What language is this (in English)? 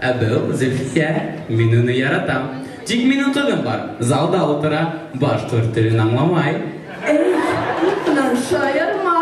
Bashkir